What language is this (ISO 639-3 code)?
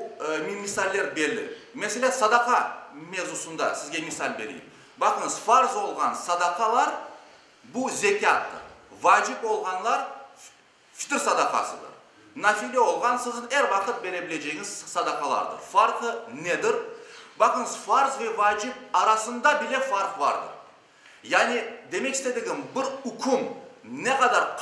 crh